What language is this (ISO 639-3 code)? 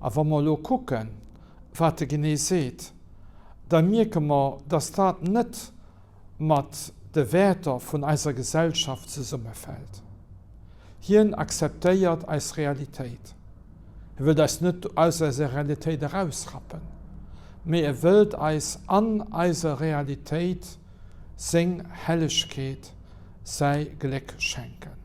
ltz